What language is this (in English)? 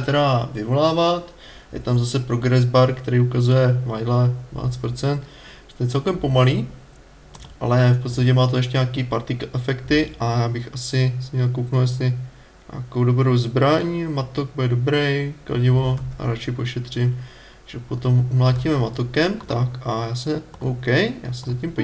Czech